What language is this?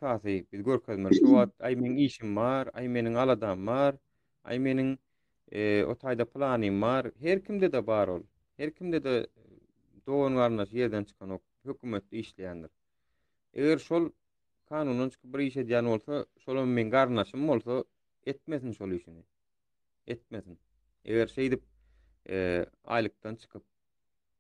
Turkmen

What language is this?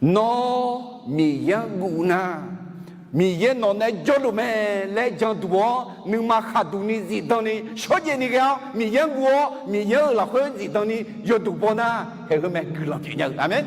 Akha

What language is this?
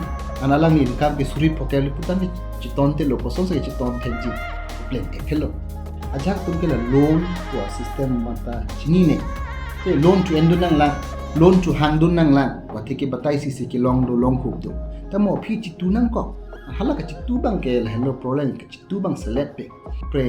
Karbi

